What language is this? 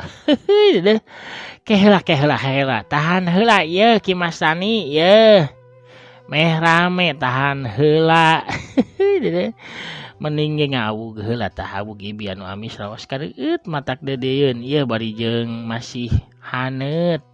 Sundanese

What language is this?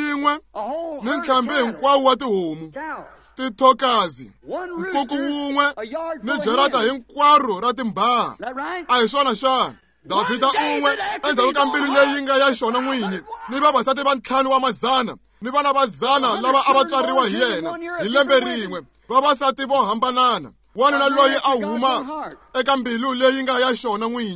Tsonga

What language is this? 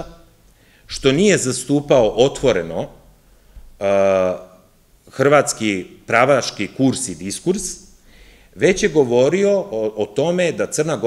Serbian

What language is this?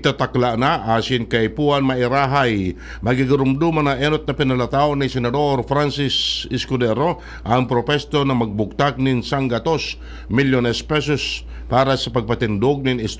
Bikol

